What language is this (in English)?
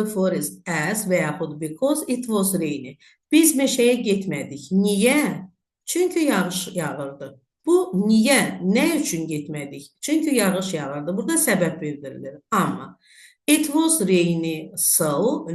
Azerbaijani